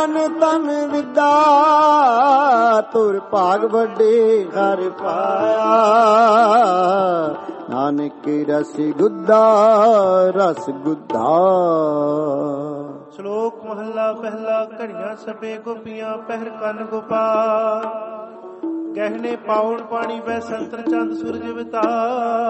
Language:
Punjabi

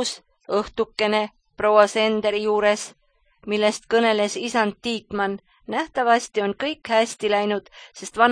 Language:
Estonian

